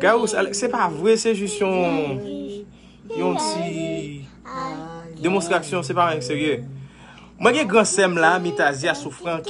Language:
Haitian Creole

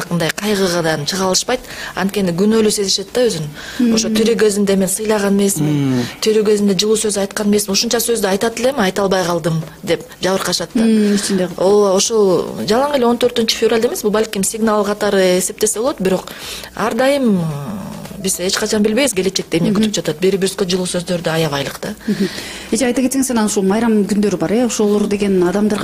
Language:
Kyrgyz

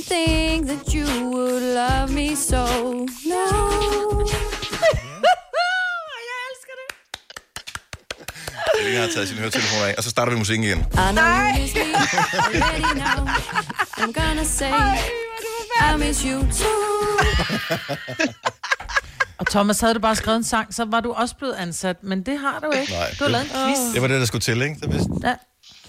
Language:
Danish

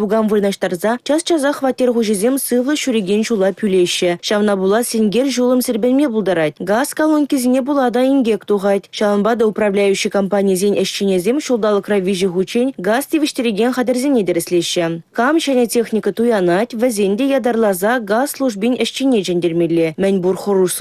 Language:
Chuvash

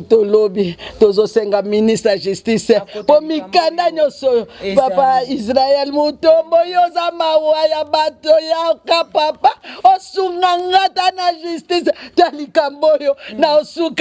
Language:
Lingala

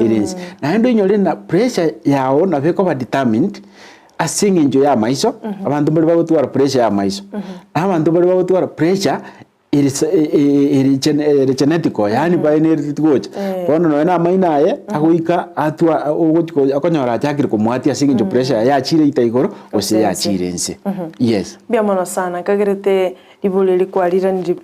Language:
Gusii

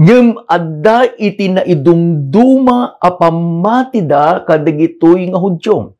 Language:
Iloko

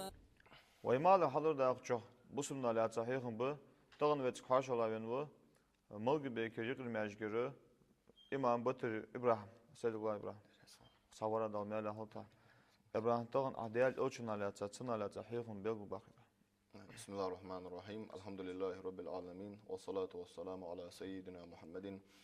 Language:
Ingush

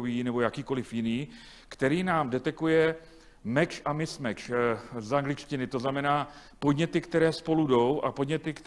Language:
Czech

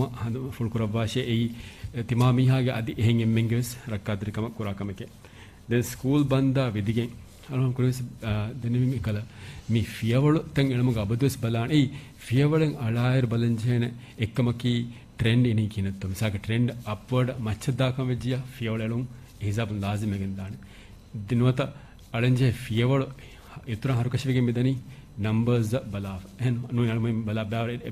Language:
Divehi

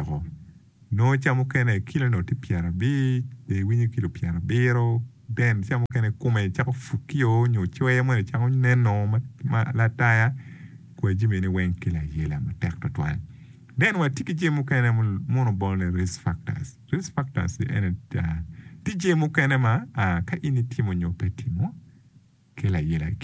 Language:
Acoli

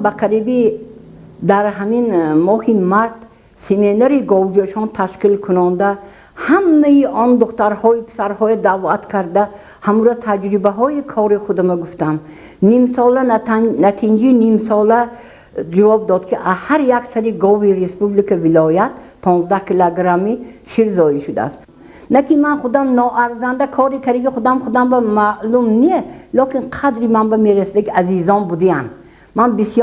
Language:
Tajik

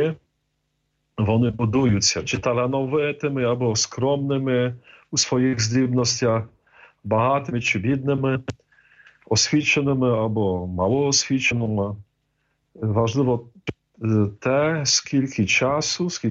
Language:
Ukrainian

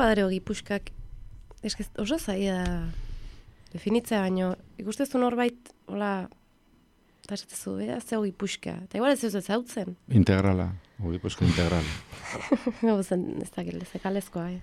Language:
Basque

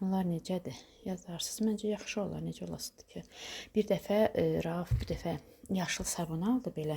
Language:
Azerbaijani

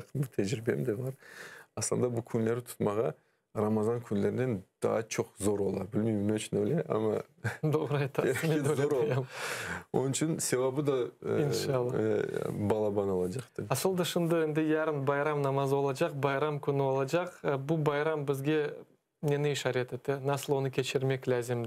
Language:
Crimean Tatar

